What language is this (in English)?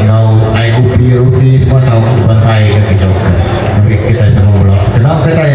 Iban